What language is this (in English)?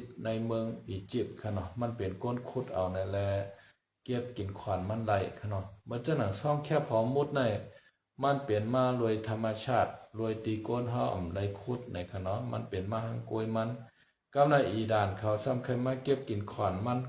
Shan